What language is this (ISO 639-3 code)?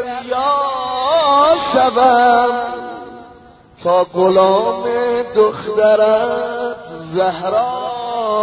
fas